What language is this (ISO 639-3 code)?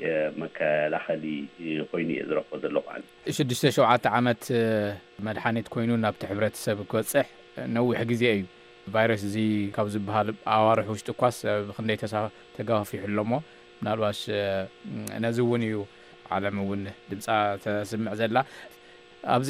tir